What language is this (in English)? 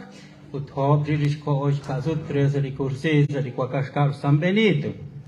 Kekchí